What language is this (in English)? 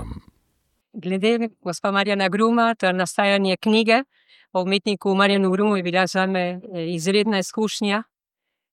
Slovenian